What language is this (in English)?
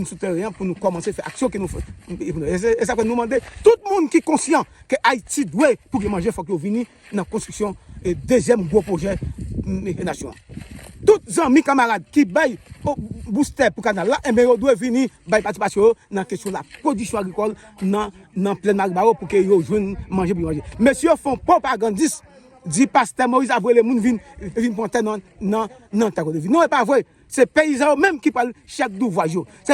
Haitian Creole